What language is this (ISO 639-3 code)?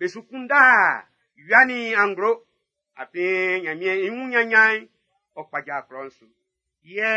bci